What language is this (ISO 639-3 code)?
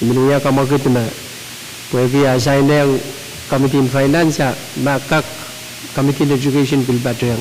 pon